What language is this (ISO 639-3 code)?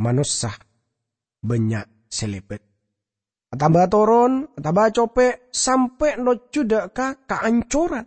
mad